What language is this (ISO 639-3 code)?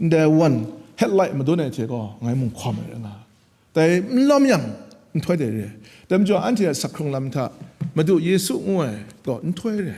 kac